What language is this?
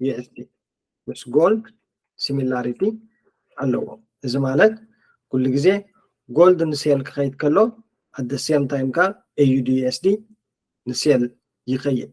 Tigrinya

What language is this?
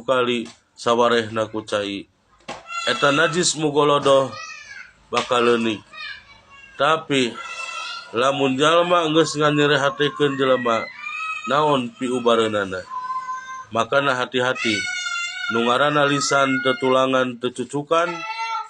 Sundanese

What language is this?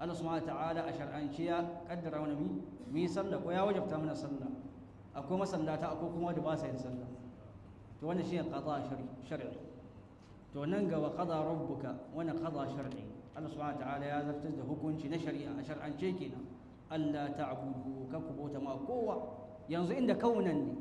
Hausa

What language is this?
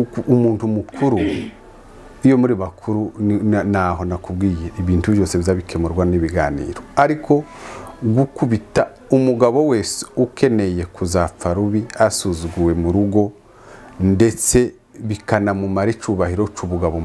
Kinyarwanda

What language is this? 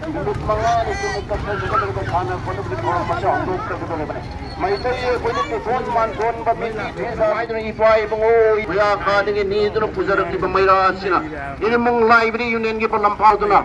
Manipuri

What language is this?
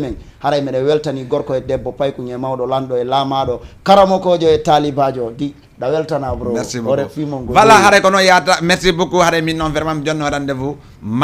Fula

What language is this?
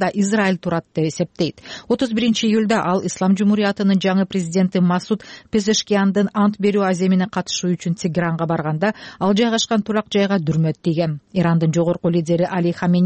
Kyrgyz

